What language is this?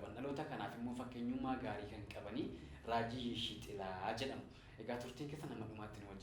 Oromo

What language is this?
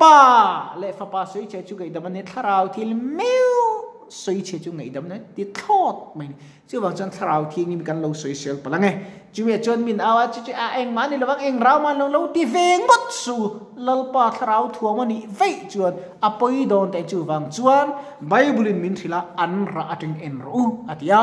Mizo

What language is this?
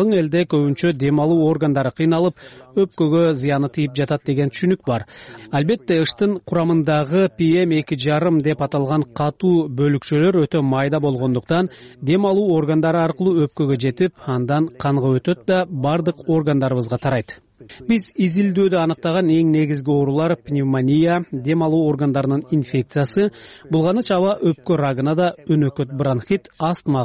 Kyrgyz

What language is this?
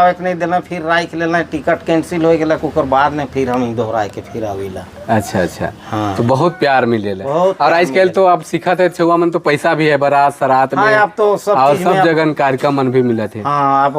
Sadri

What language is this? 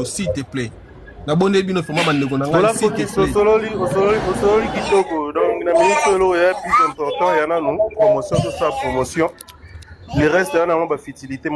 Lingala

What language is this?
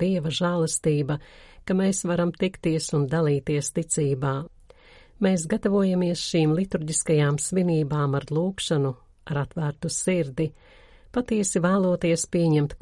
Latvian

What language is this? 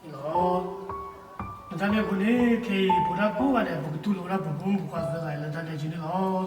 S'gaw Karen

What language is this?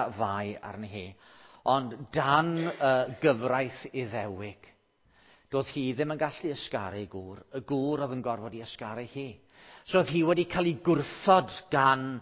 Welsh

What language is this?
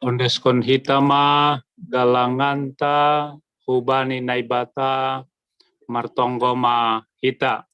Batak Simalungun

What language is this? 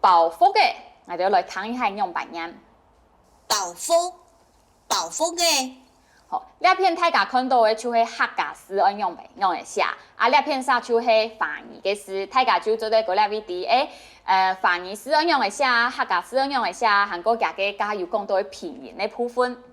Hakka Chinese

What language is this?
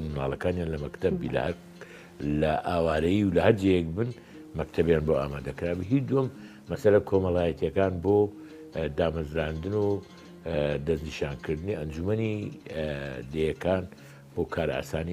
Central Kurdish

